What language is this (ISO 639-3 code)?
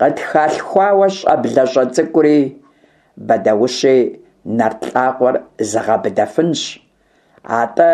kbd